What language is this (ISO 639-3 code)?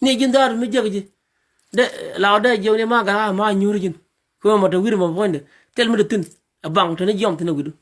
nus